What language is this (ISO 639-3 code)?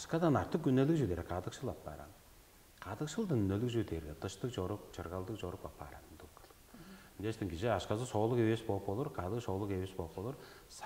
tyv